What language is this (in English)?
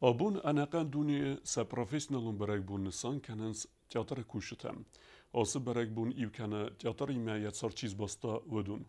Ossetic